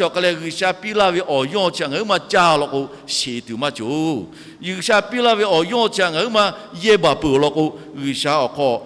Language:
Lahu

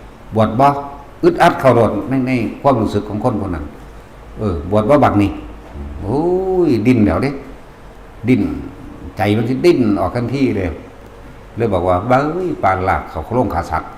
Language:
Northeastern Thai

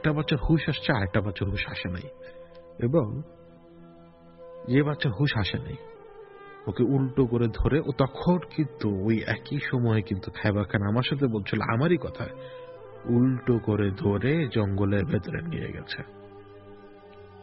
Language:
Bangla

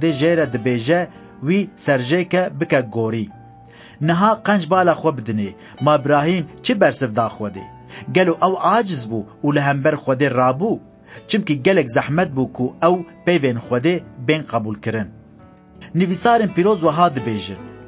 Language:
Kurdish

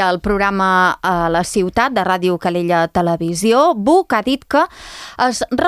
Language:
Catalan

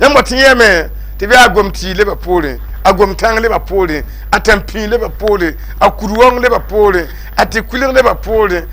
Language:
Mossi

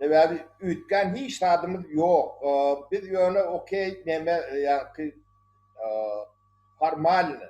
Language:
Turkmen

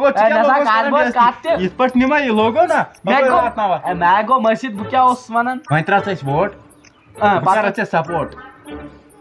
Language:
Kashmiri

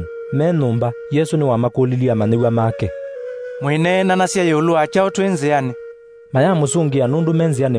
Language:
Kamba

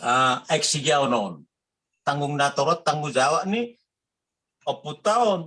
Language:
Batak Toba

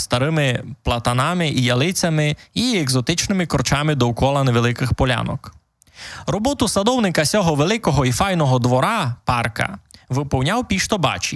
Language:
Rusyn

